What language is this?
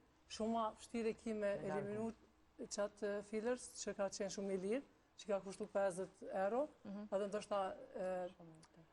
Albanian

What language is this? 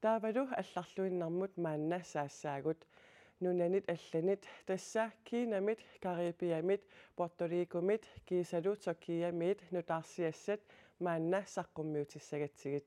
Kalaallisut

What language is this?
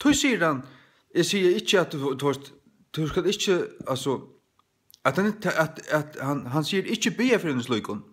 Faroese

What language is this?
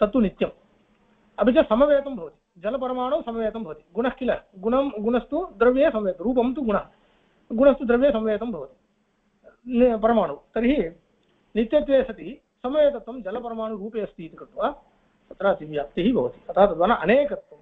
Sanskrit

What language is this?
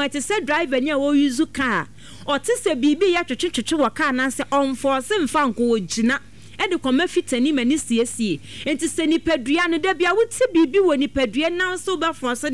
Akan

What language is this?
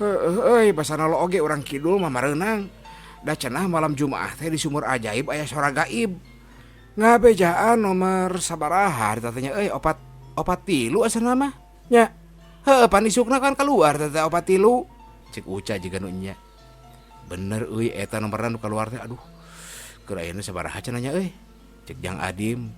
Sundanese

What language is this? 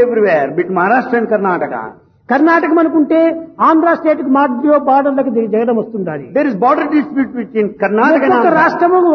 Telugu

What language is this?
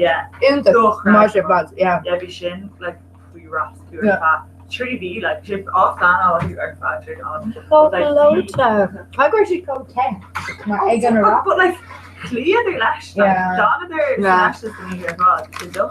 Irish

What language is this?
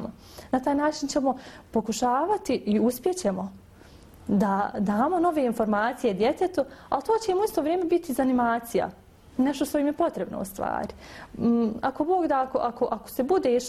Bosnian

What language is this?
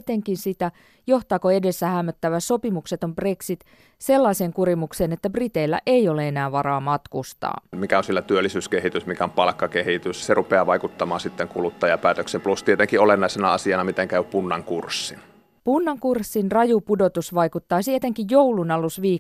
Finnish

